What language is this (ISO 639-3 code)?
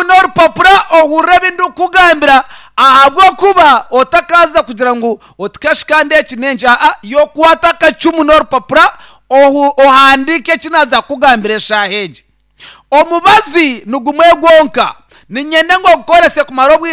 nyn